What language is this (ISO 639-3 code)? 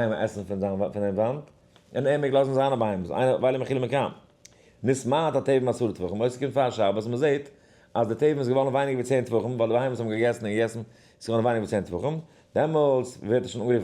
yid